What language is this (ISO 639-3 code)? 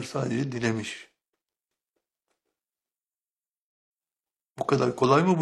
tur